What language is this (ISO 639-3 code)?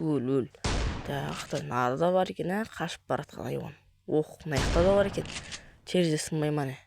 kaz